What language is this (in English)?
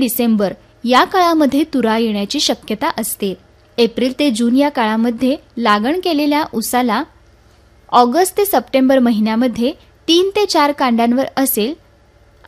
Marathi